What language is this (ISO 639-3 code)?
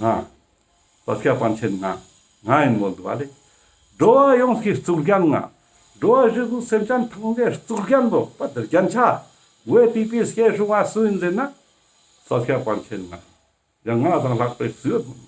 lbj